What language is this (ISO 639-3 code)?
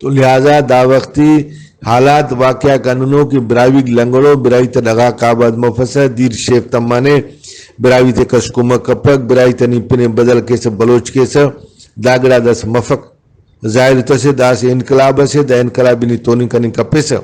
brh